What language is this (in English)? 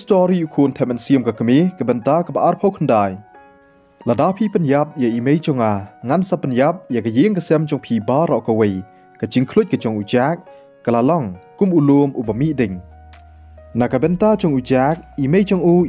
Khasi